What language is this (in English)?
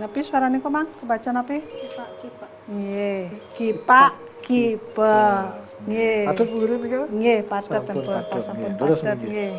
Balinese